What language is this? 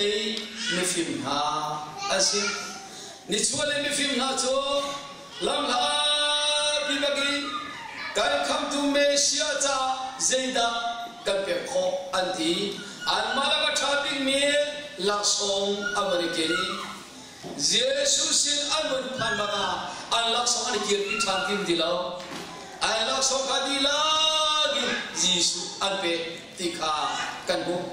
Hakha Chin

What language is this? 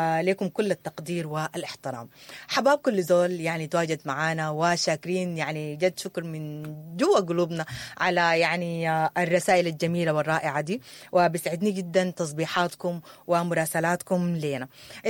Sudanese Arabic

